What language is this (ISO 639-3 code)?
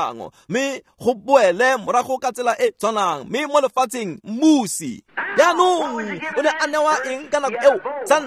tsn